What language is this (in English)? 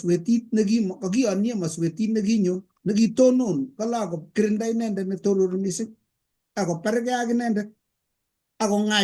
Kalenjin